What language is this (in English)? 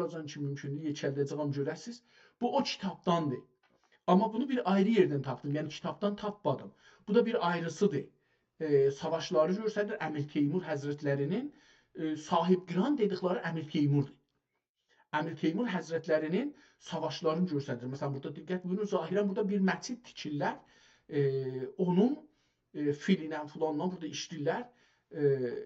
South Azerbaijani